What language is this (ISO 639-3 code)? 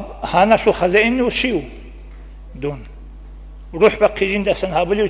ava